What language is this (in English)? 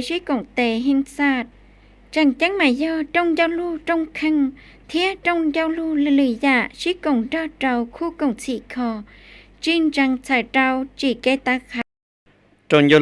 Hmong